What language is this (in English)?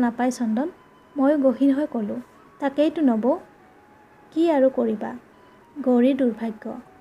Assamese